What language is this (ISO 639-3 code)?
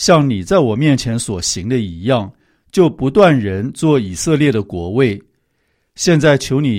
zho